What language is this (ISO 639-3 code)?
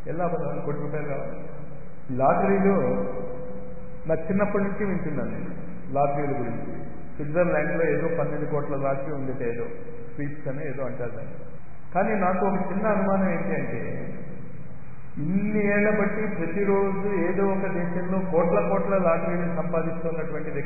tel